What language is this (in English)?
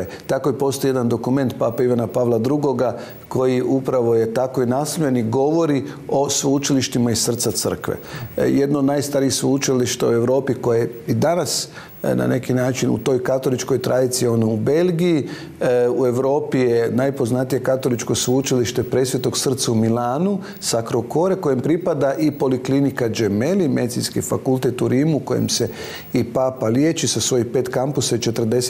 Croatian